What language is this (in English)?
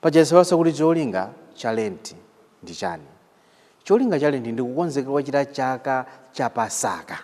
Nyanja